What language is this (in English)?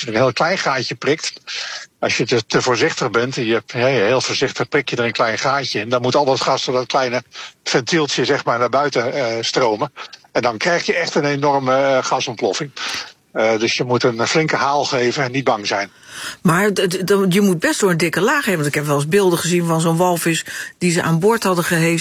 Dutch